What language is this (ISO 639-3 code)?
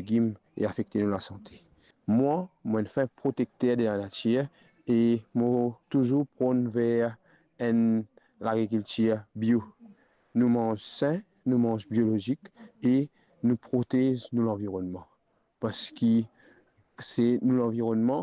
mfe